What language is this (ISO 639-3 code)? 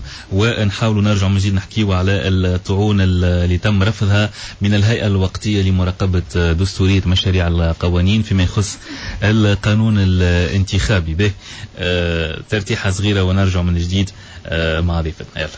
aeb